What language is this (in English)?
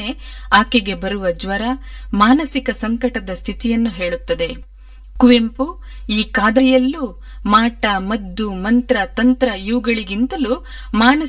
Kannada